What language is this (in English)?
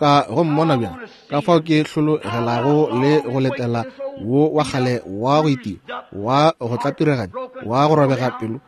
Northern Sotho